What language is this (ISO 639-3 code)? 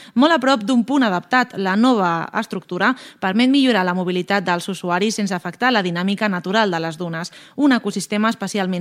cat